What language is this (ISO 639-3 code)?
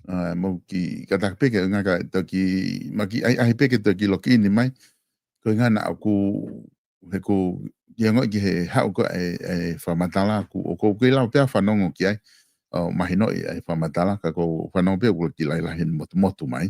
ton